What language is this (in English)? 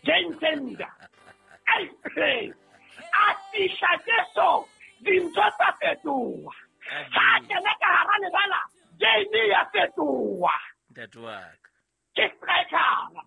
Southern Sotho